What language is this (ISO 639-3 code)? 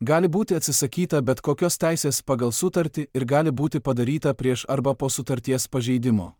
lit